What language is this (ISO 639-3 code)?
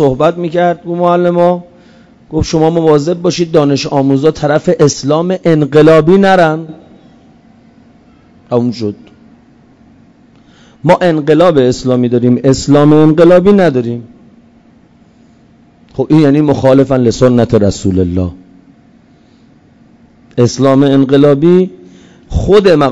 fas